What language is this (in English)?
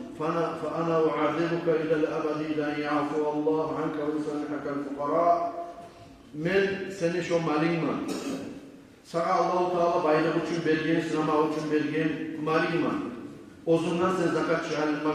Kumyk